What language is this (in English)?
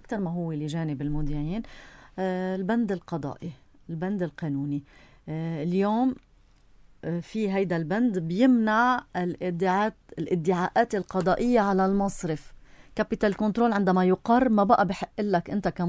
North Levantine Arabic